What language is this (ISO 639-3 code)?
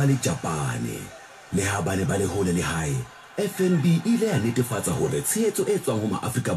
sot